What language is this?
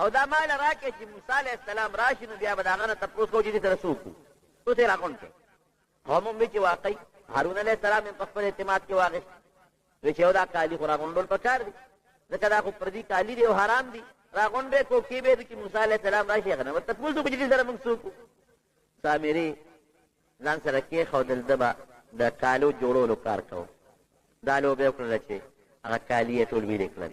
Pashto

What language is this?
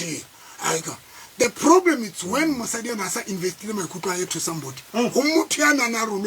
Tswana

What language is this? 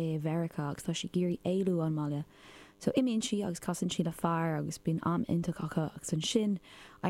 Irish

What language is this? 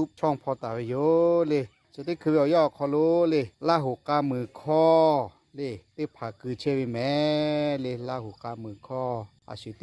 Lahu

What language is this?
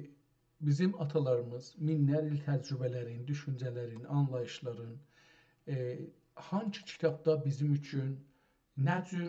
South Azerbaijani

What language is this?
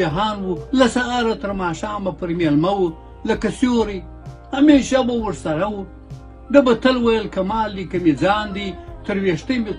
Pashto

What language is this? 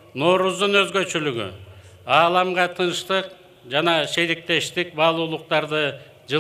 Kyrgyz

